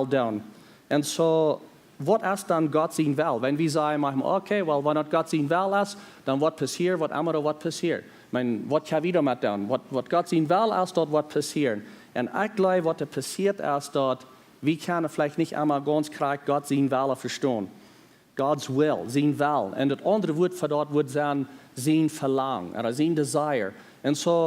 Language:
Plautdietsch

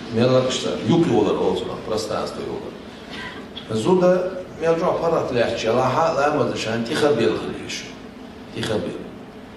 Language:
Chechen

